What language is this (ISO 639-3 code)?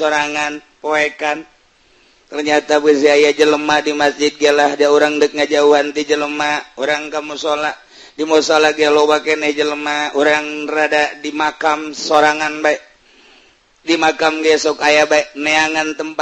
sun